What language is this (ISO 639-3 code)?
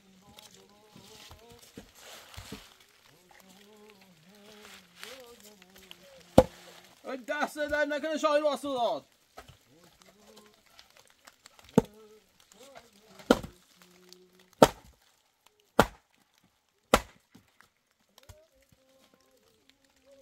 fas